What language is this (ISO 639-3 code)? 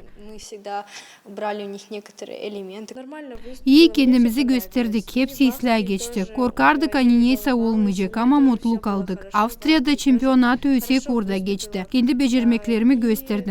gag